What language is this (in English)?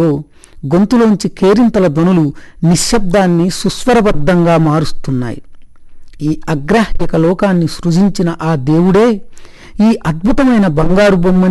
Telugu